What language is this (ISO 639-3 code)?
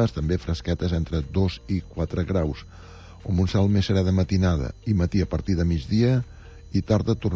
cat